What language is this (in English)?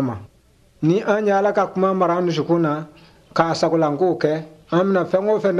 Bambara